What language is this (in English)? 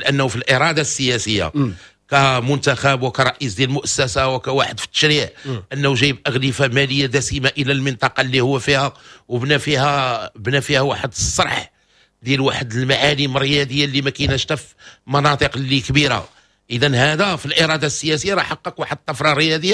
Moroccan Arabic